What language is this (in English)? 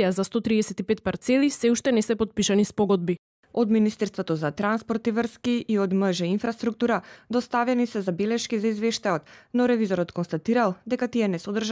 Macedonian